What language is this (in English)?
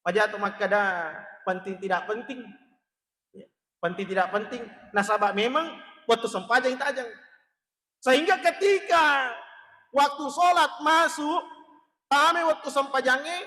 Buginese